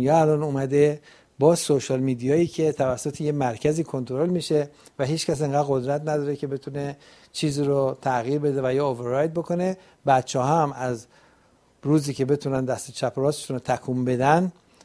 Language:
Persian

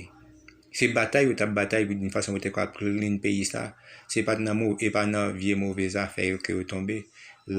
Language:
Haitian Creole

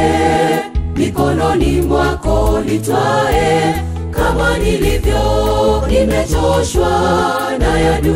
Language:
Swahili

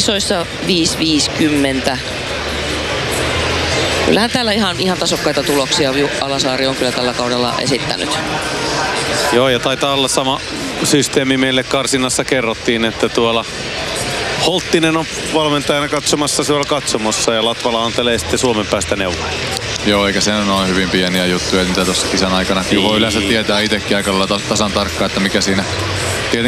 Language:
Finnish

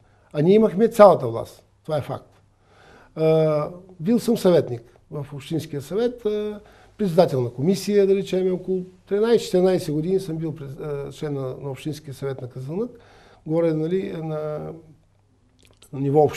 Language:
Bulgarian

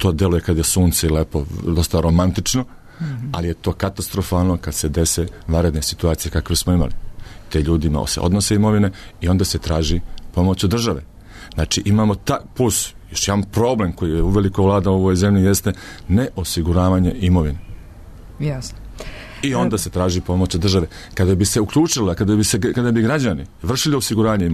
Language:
Serbian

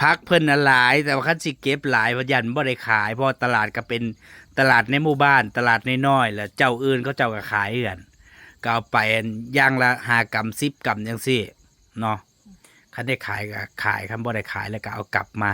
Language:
Northeastern Thai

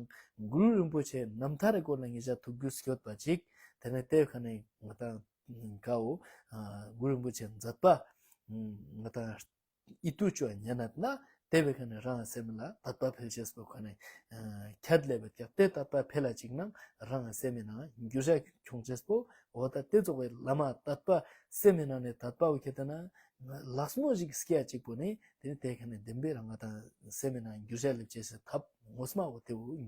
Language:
Ladakhi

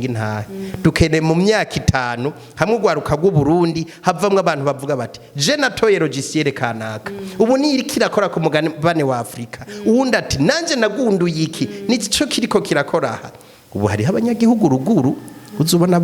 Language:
Rundi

